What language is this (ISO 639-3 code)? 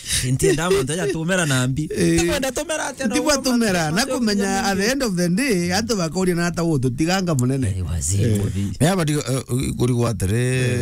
mer